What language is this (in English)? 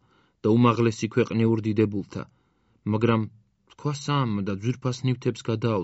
Georgian